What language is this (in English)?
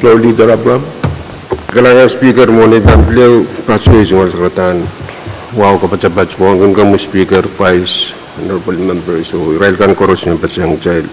Pohnpeian